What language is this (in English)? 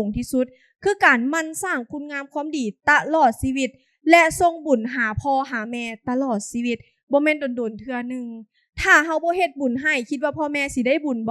Lao